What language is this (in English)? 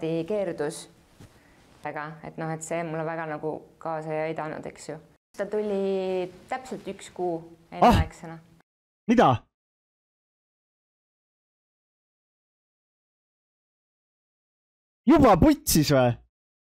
Estonian